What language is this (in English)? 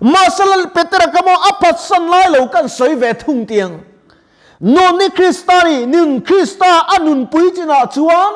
Mizo